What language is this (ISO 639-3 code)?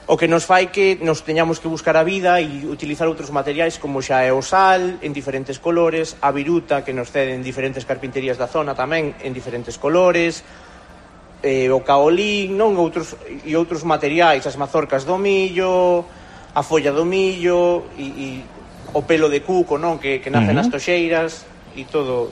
glg